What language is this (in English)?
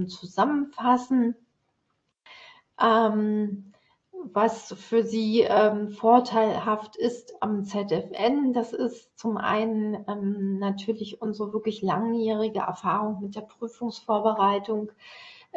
German